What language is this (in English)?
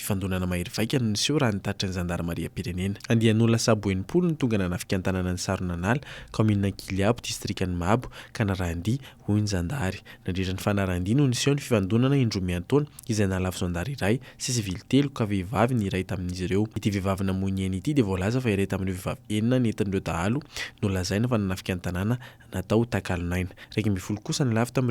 Malagasy